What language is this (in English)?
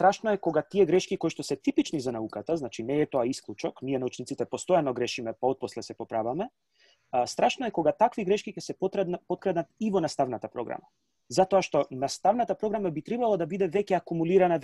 Macedonian